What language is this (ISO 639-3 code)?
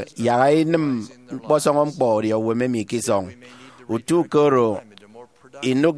efi